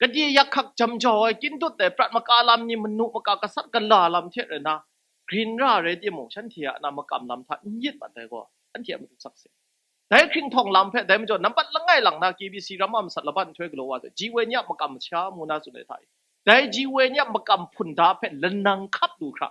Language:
Kachin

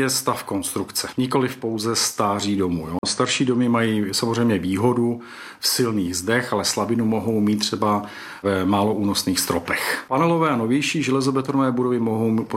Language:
Czech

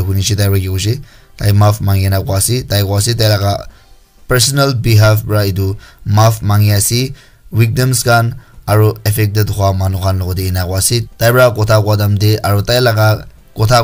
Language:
Naga Pidgin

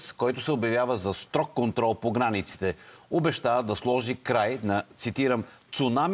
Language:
Bulgarian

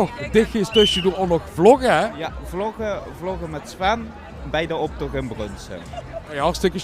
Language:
Limburgish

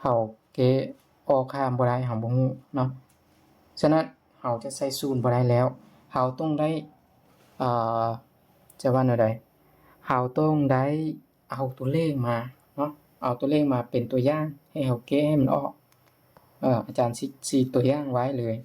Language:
Lao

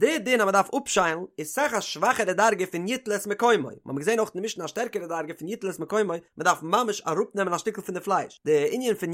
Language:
Yiddish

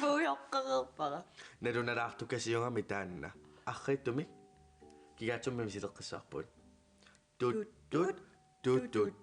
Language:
Kalaallisut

